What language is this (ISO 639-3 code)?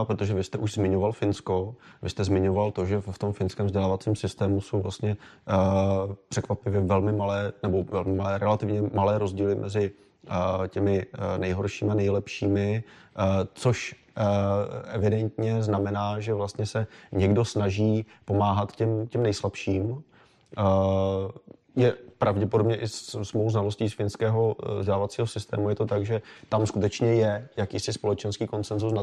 ces